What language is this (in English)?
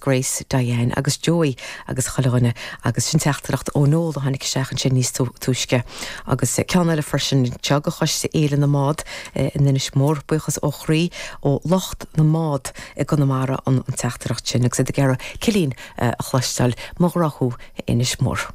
Irish